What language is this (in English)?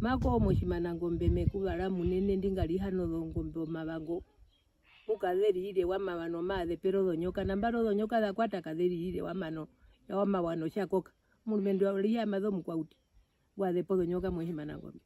Herero